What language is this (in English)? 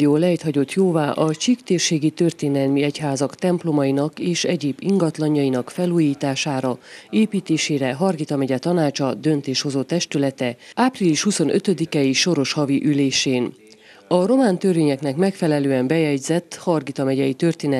Hungarian